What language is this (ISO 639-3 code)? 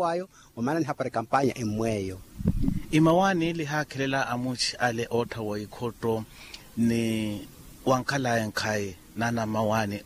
vmw